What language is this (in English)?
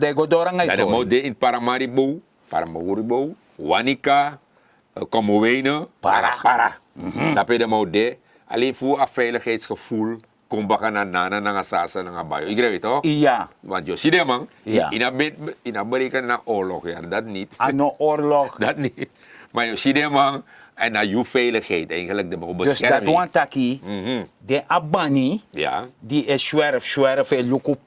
Sranan Tongo